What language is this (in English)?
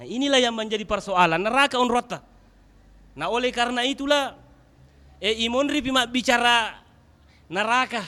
Buginese